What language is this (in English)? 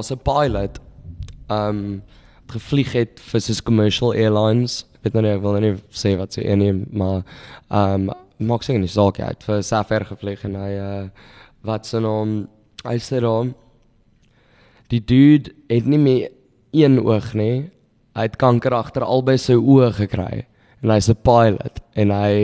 Afrikaans